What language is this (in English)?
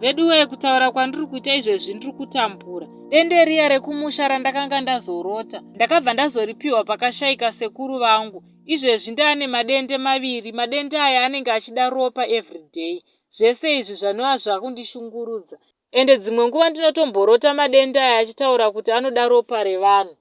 Shona